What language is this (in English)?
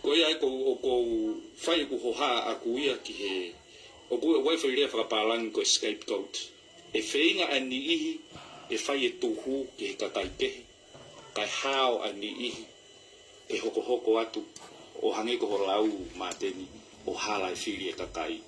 Tongan